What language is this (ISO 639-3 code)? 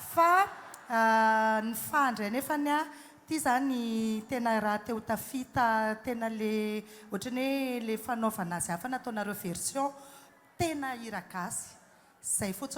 mlg